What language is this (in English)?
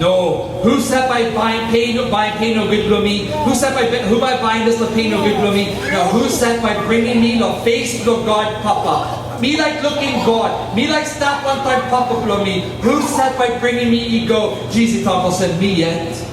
Tok Pisin